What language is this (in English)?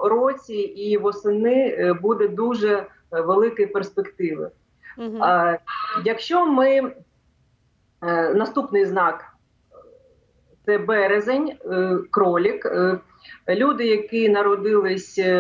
Ukrainian